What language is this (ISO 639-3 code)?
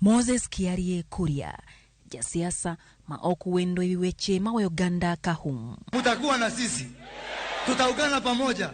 luo